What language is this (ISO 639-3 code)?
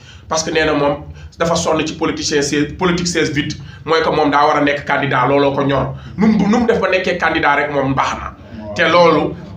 wol